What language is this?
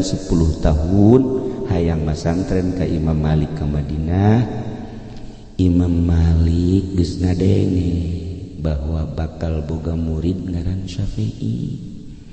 Sundanese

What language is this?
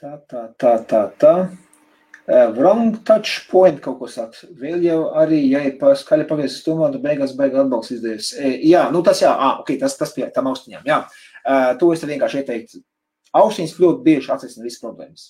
Latvian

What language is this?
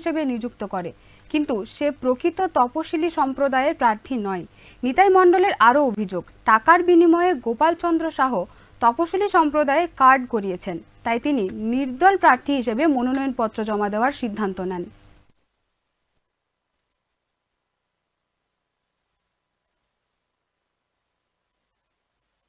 Bangla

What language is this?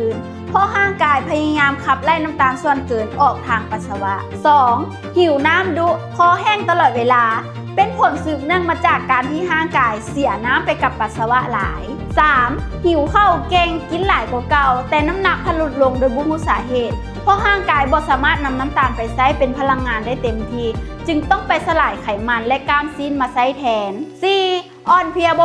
Lao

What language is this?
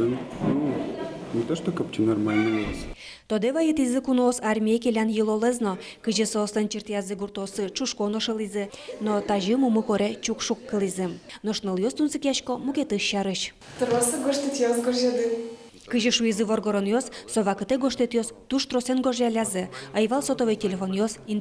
Udmurt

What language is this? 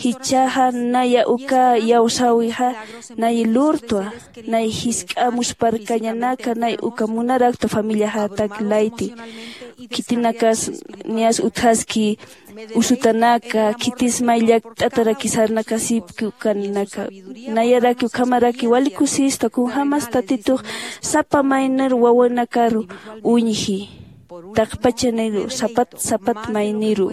Aymara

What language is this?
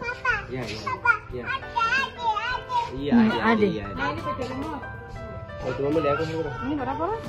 Ambonese Malay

